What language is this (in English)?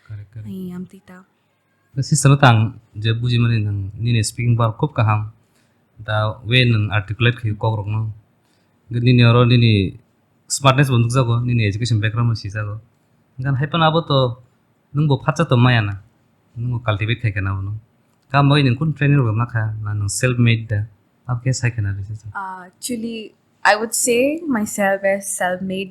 Kok Borok